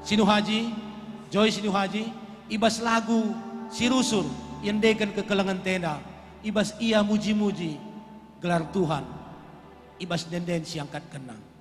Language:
Batak Karo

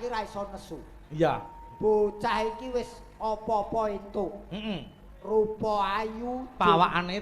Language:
Javanese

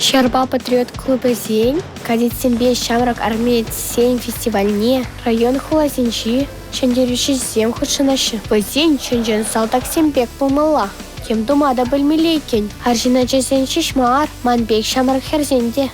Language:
Chuvash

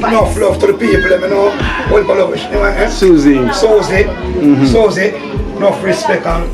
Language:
Jamaican Creole English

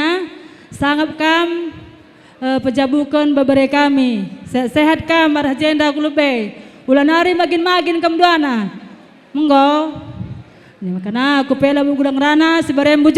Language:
Batak Karo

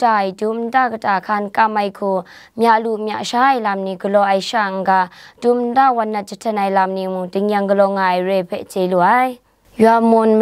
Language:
Kachin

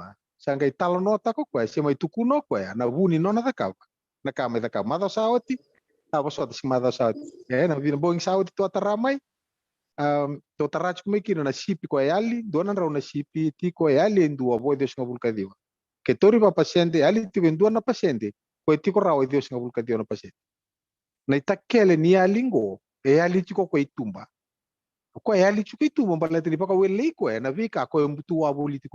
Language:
Fijian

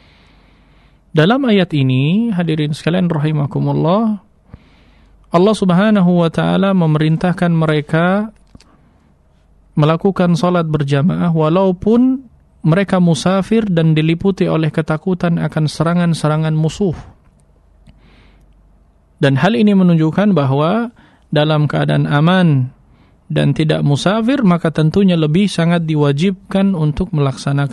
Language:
Indonesian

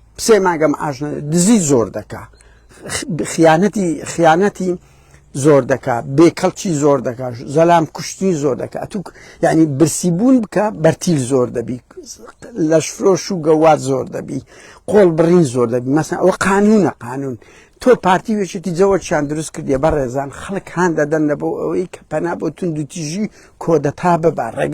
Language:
Central Kurdish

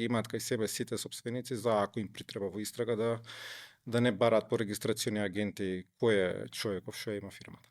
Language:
Macedonian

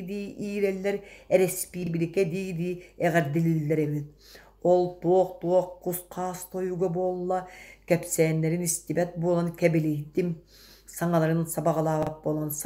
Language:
Yakut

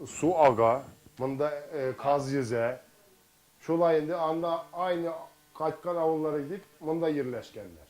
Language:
Tatar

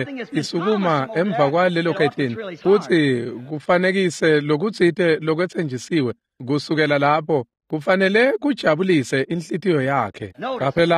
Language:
Swati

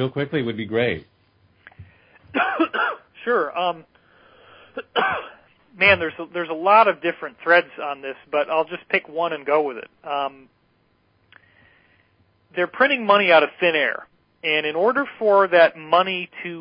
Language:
English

